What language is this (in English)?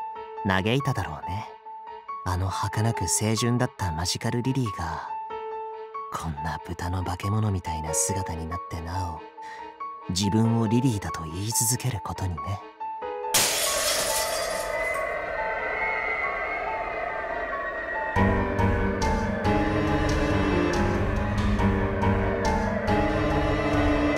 Japanese